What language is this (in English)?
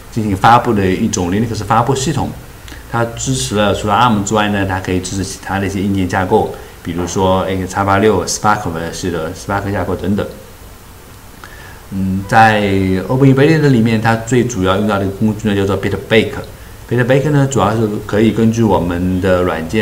Chinese